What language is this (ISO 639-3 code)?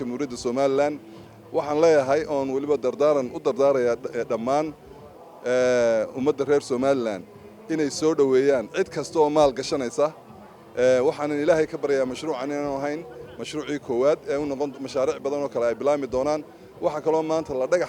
som